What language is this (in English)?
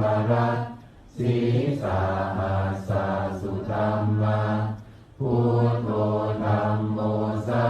Pali